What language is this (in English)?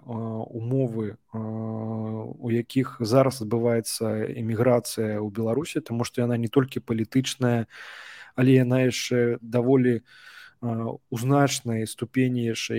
Belarusian